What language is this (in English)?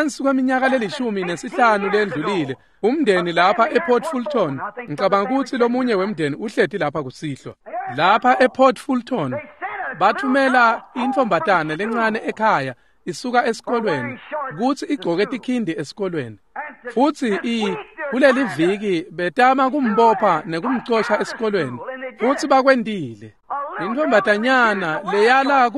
Swati